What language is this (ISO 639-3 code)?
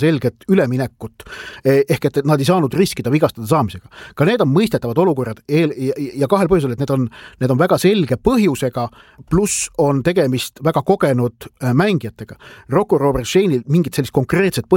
est